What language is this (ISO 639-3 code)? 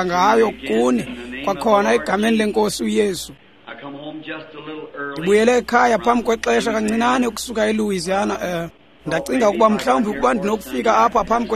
xho